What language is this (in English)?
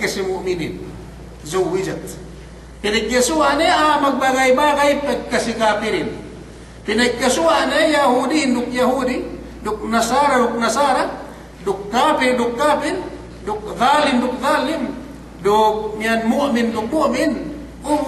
Yakan